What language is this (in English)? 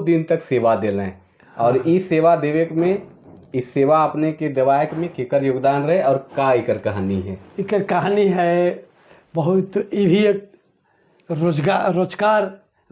Sadri